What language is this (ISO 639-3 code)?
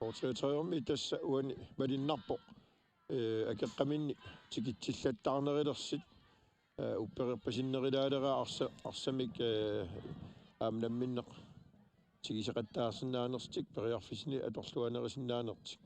kal